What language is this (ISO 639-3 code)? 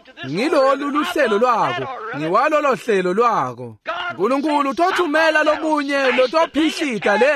ssw